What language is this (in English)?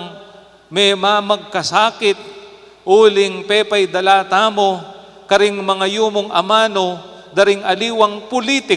Pampanga